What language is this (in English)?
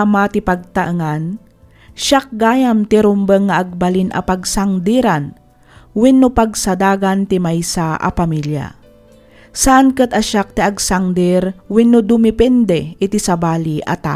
Iloko